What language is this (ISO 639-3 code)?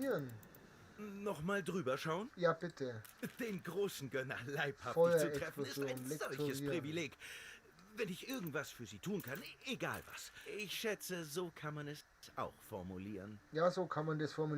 bar